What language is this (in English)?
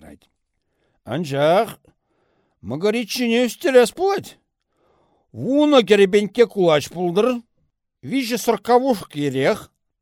Chuvash